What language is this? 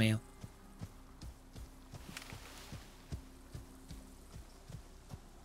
Spanish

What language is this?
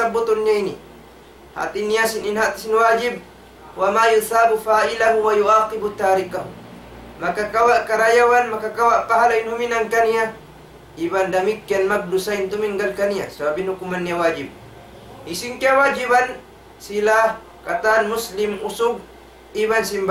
Tausug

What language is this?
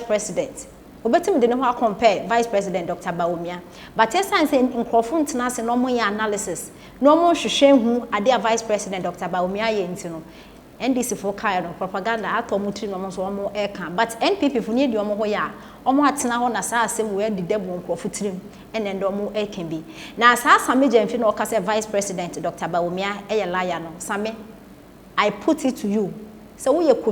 Akan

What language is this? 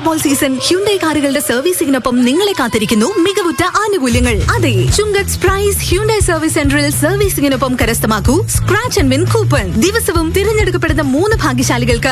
Malayalam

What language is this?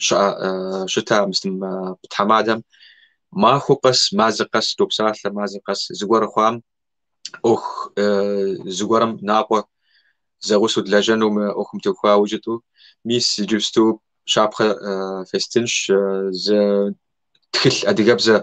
Kabardian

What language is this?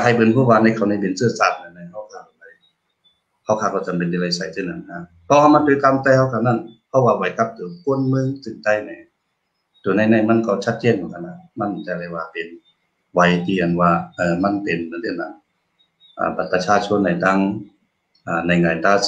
Shan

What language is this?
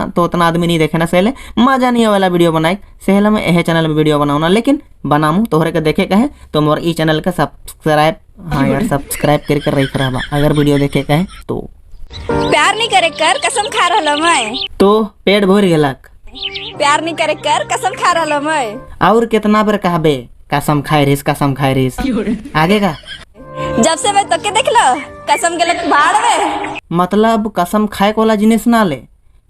Sadri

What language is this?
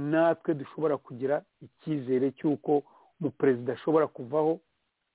Kinyarwanda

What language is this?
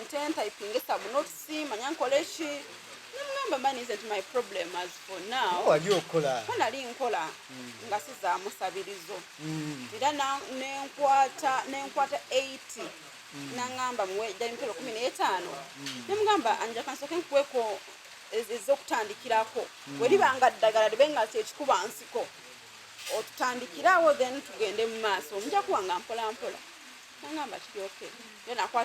Ganda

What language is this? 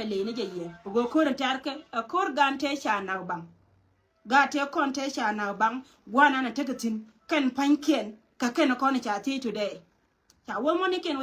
Nuer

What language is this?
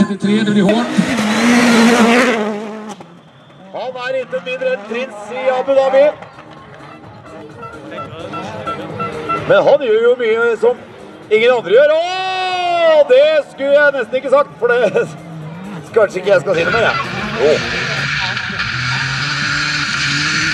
Norwegian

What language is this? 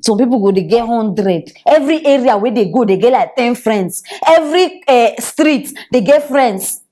Nigerian Pidgin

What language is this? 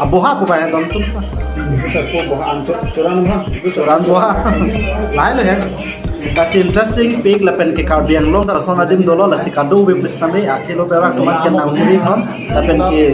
Karbi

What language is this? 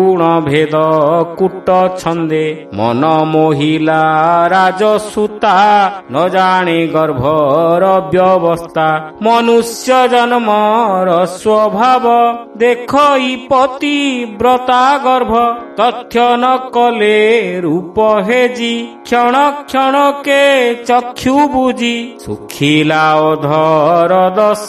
Odia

